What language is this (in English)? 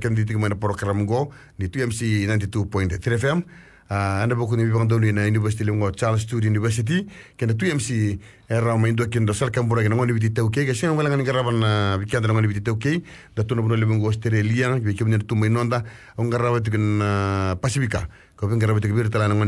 Fijian